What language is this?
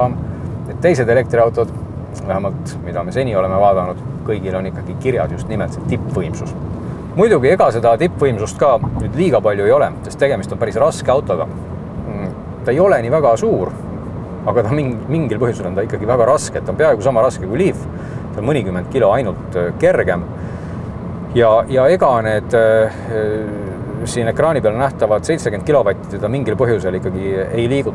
Estonian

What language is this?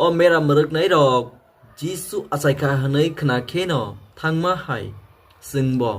Kok Borok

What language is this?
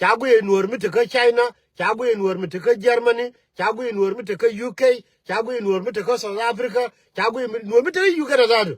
Nuer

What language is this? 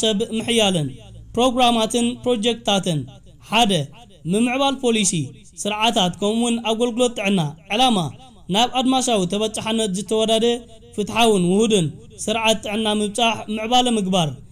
Tigrinya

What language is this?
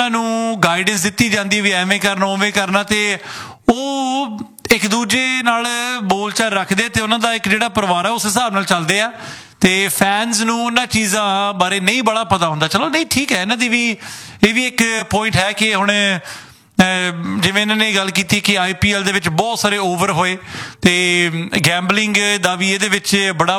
Punjabi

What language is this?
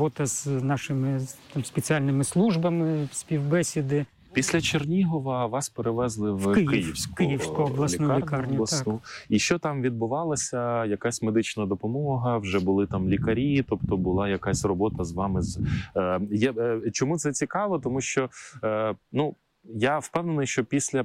Ukrainian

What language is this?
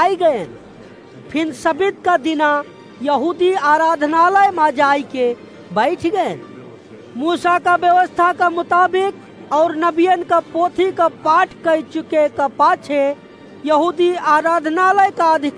Awadhi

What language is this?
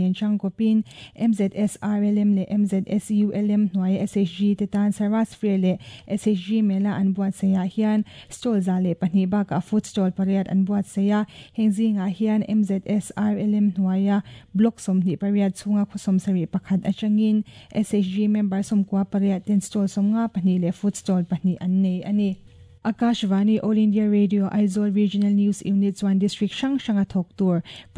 Mizo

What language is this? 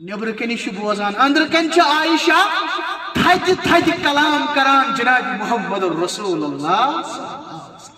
Kashmiri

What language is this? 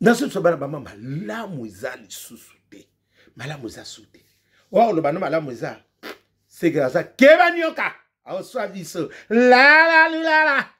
Lingala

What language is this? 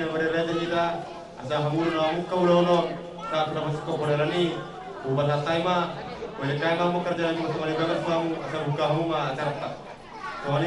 Batak Toba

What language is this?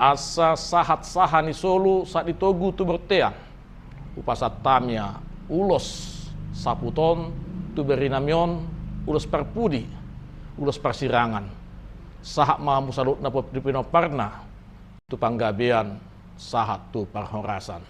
Batak Toba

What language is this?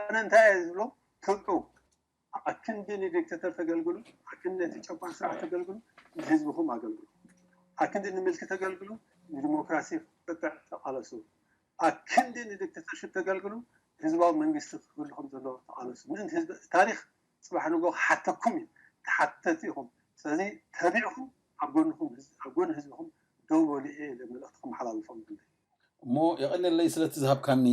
Tigrinya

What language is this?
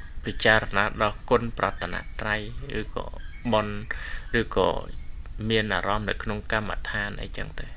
Khmer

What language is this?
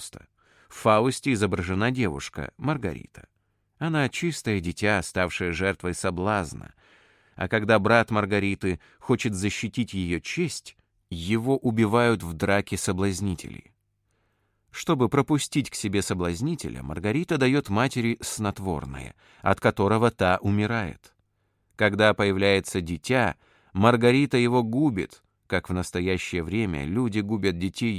Russian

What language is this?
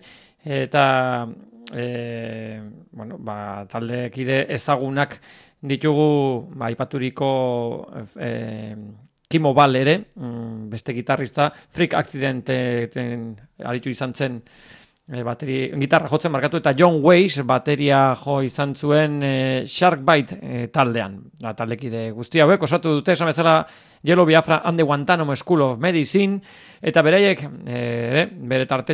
Basque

